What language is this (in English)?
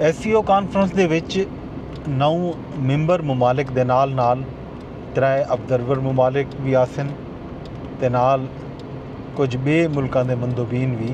Saraiki